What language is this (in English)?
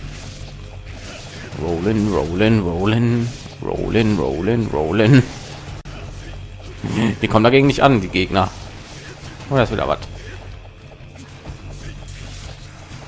German